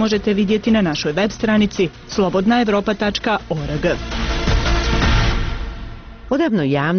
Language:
Bosnian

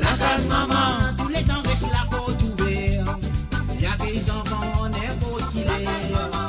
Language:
Morisyen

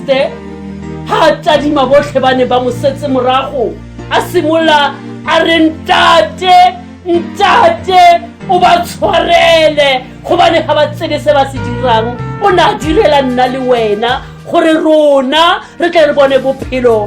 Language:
Tswana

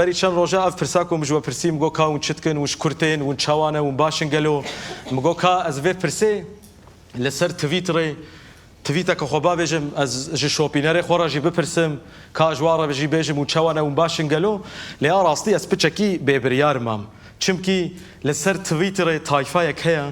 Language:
Kurdish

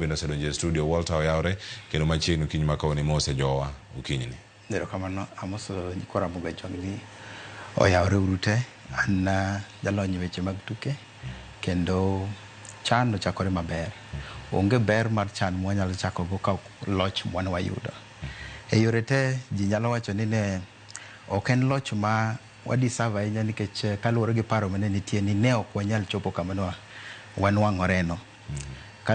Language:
Luo (Kenya and Tanzania)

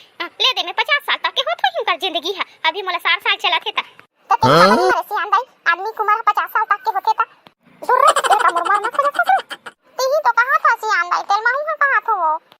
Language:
Chhattisgarhi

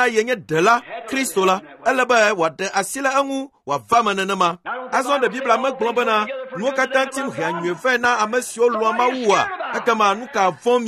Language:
Ewe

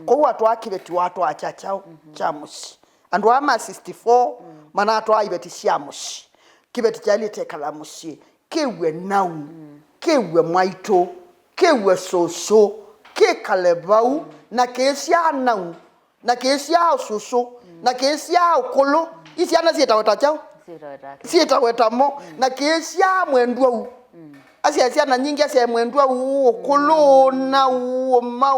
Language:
Kamba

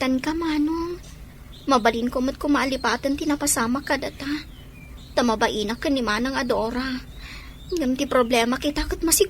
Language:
Iloko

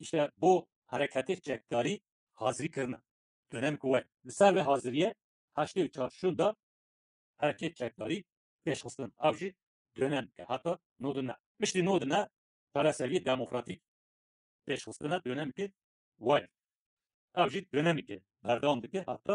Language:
Kurdish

